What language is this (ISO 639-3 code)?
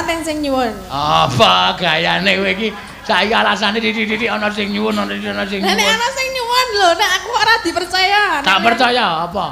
jav